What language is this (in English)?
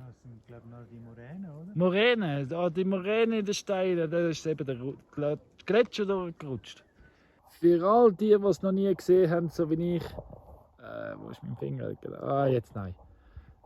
Swiss German